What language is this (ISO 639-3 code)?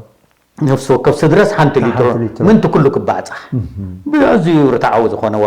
tir